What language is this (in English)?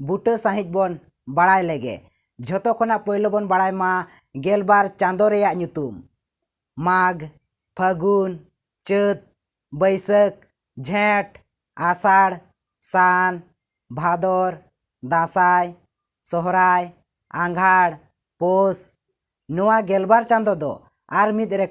Santali